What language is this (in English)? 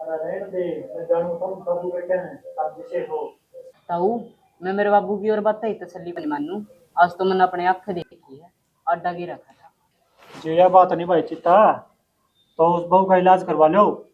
Haryanvi